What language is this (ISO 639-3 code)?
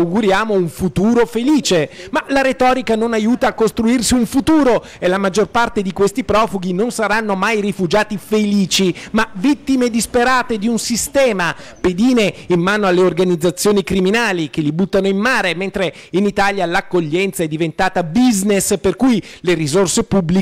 ita